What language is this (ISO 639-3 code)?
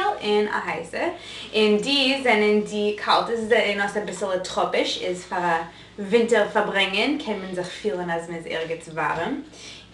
yid